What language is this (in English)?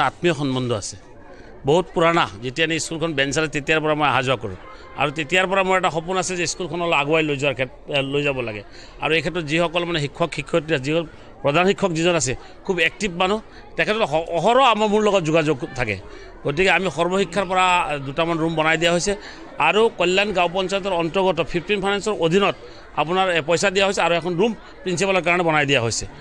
Assamese